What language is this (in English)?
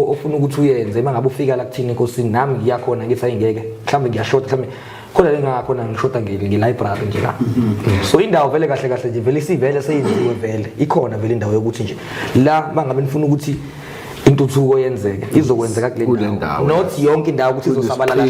Zulu